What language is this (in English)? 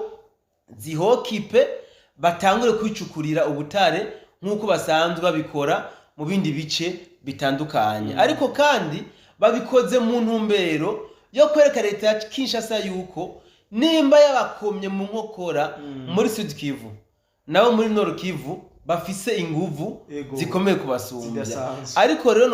Rundi